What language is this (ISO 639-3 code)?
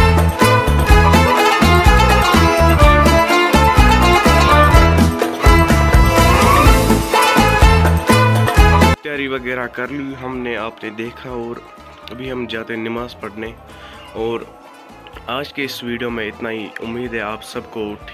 hin